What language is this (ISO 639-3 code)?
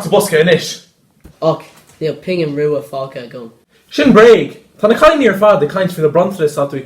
gle